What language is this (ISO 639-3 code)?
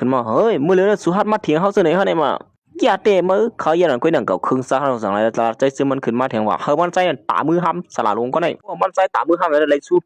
shn